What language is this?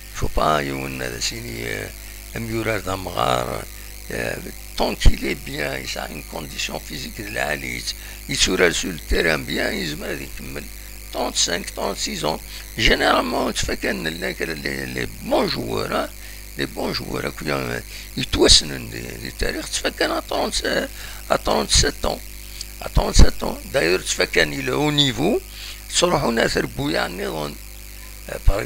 Kabyle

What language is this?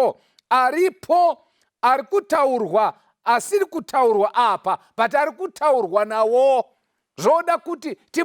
Shona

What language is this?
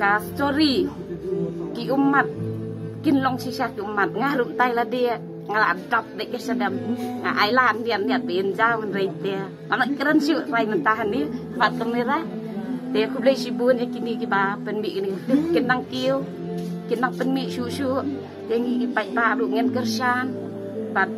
Khasi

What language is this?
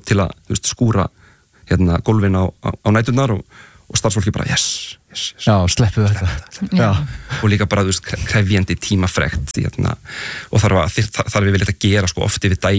Icelandic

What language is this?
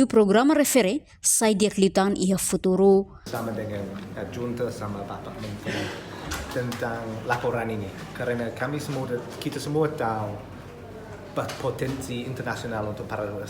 Tetum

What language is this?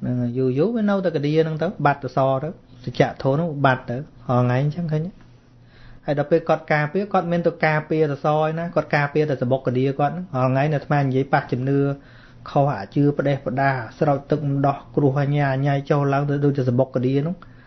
Khmer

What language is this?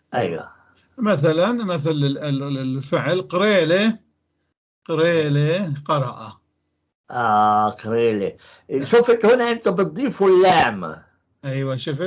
North Levantine Arabic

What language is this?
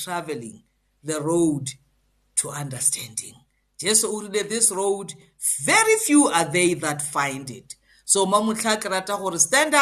English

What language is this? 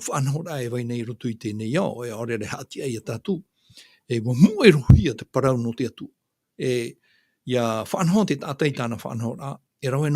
Tahitian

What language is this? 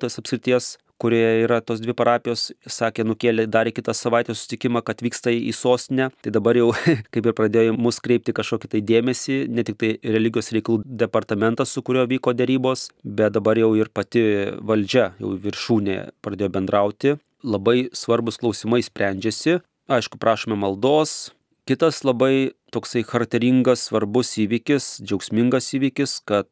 Lithuanian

